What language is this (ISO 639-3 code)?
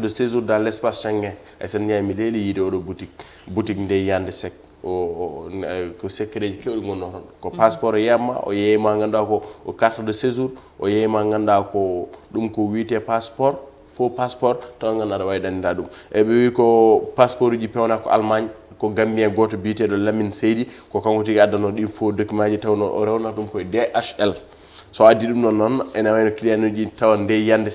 ful